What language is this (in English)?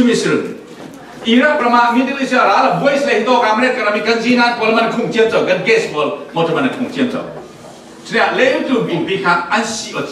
Falam Chin